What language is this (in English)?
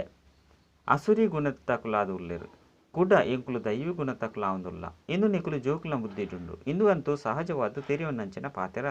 Tulu